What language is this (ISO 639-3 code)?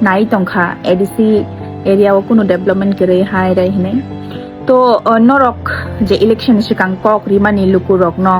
trp